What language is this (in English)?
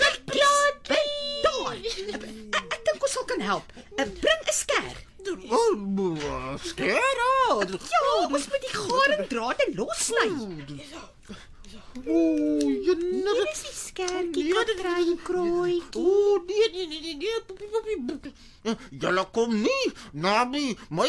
Afrikaans